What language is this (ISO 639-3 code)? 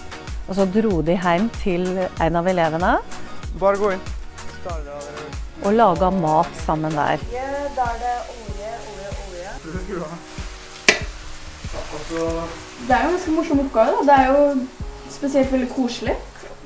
nor